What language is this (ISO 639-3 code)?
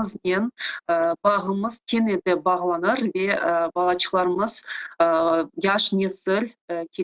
crh